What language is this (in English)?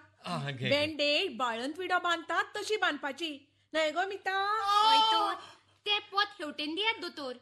Konkani